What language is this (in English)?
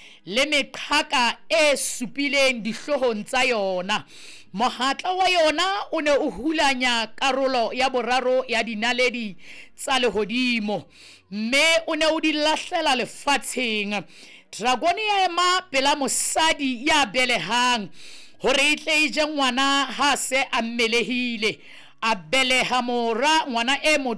Southern Sotho